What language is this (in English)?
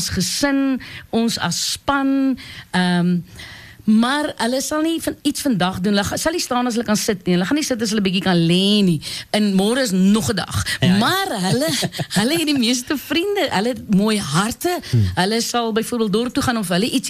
Afrikaans